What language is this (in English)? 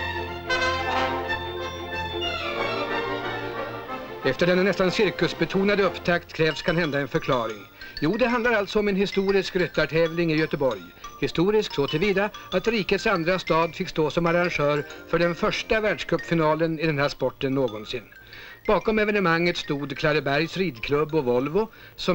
Swedish